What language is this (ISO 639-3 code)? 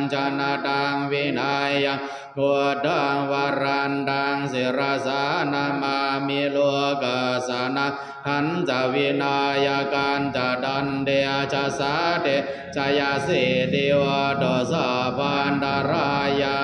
pli